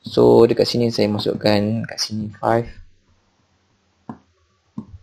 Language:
Malay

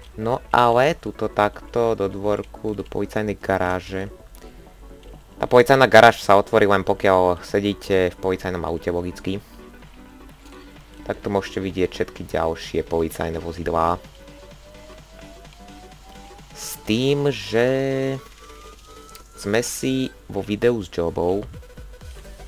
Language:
Slovak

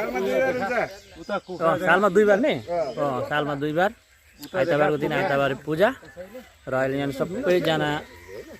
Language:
Nepali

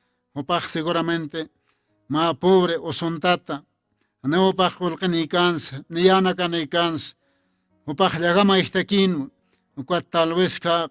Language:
Aymara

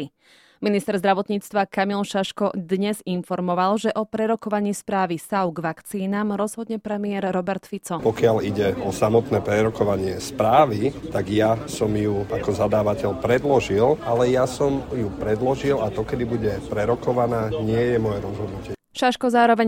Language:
Slovak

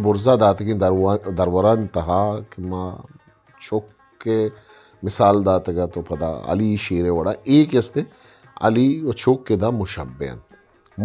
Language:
Eastern Balochi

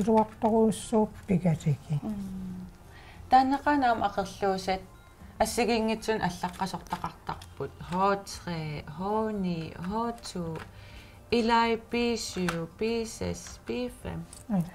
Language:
Kalaallisut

